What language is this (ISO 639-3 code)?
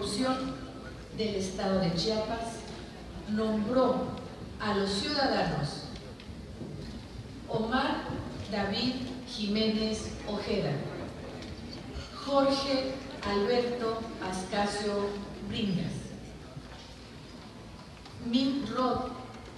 spa